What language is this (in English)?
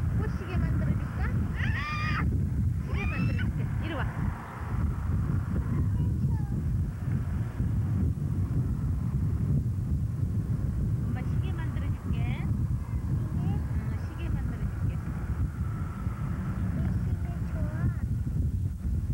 Korean